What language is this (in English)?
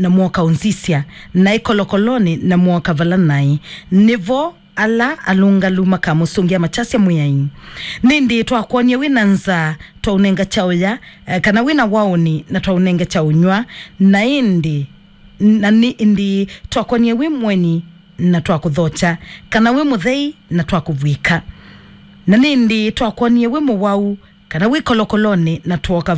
Kamba